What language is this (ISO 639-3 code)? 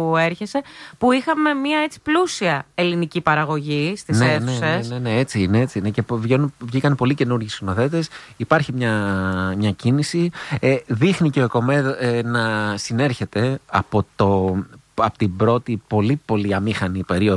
ell